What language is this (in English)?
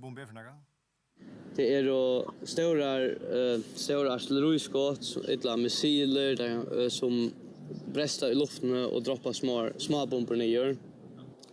Faroese